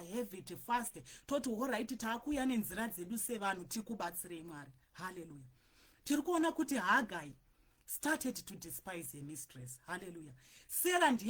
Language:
Shona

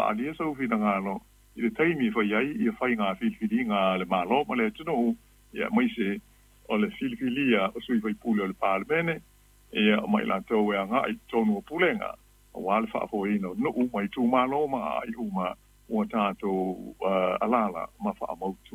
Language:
Samoan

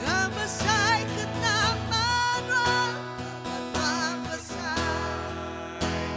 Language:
Iban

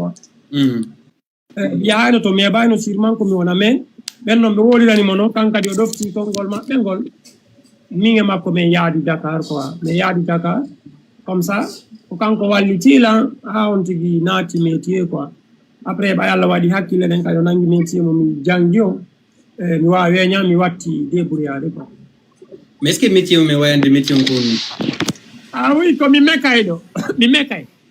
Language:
Fula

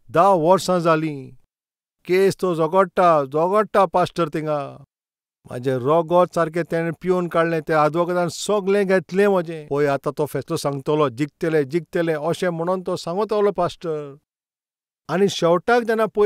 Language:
Konkani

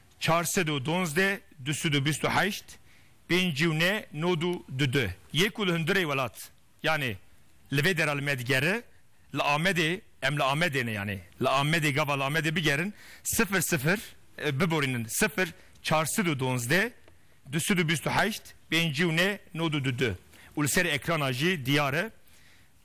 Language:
Kurdish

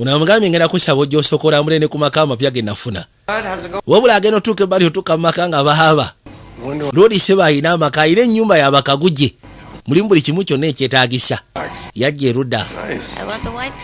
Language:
Ganda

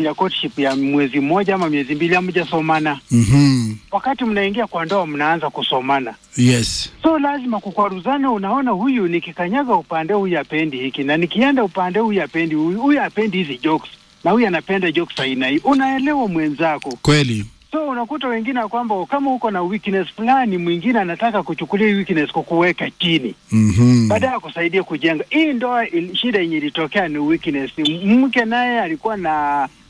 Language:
Swahili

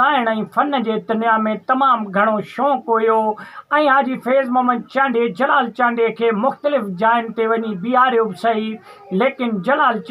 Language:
Sindhi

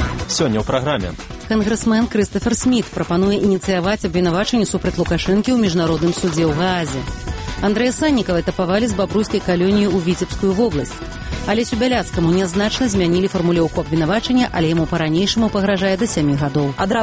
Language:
Belarusian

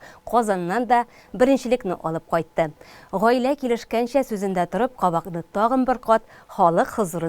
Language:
Tatar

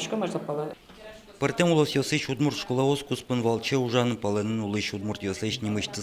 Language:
Udmurt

